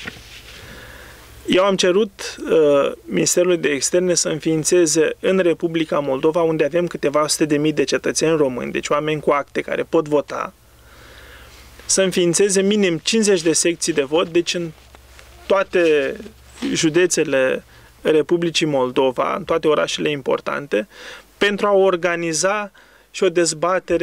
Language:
Romanian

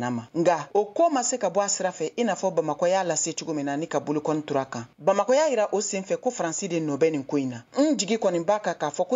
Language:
Bambara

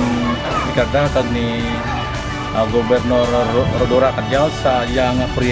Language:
Kinaray-a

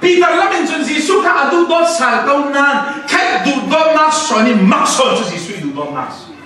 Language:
Falam Chin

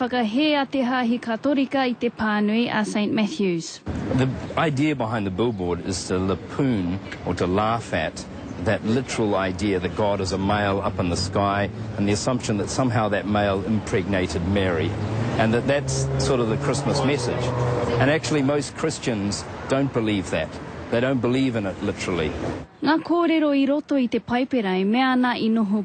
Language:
Māori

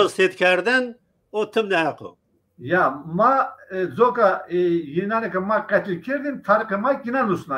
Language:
Zaza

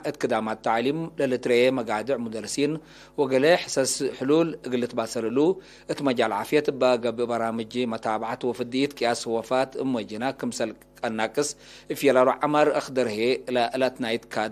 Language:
Tigre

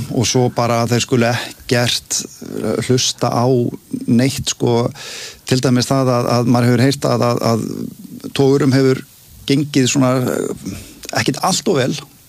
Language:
Icelandic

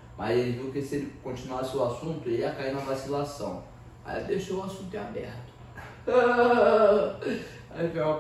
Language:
Portuguese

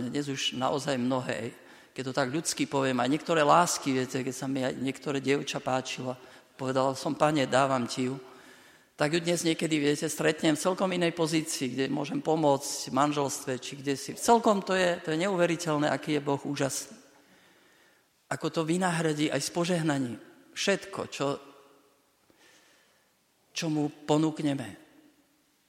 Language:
Slovak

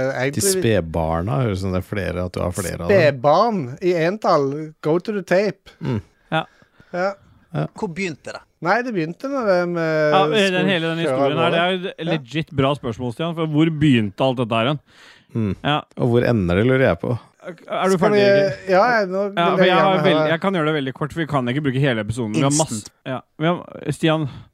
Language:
Norwegian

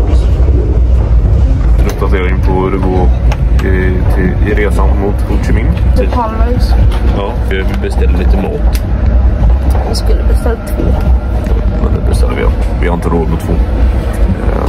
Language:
Swedish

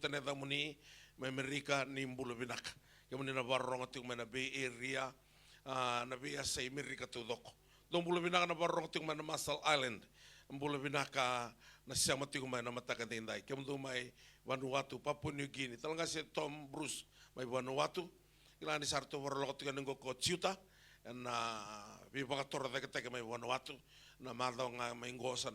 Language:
Fijian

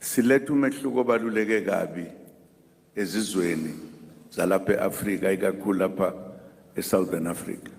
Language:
Zulu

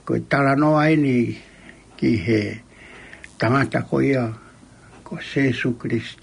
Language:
Tongan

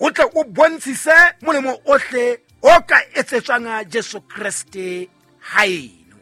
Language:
Southern Sotho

